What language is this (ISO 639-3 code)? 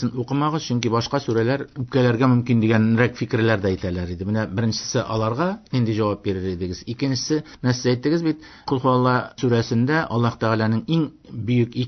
tat